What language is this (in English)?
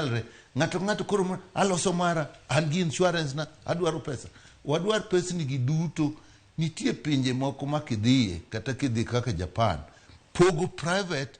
Luo (Kenya and Tanzania)